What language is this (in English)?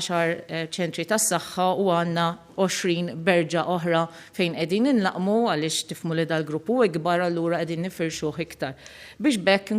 Maltese